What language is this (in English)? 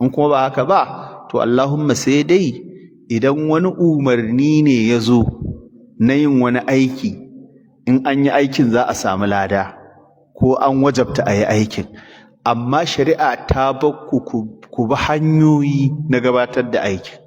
Hausa